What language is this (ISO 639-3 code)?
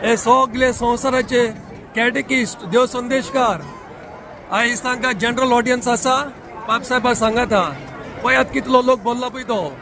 kok